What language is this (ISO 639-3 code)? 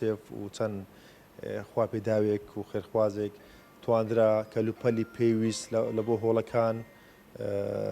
ckb